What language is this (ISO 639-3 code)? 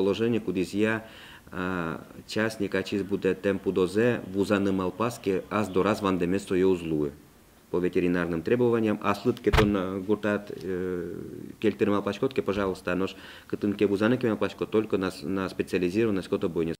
udm